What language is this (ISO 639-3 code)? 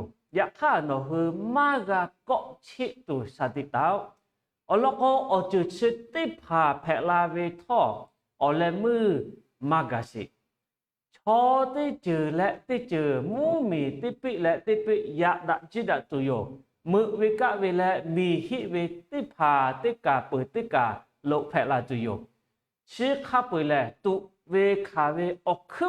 lhu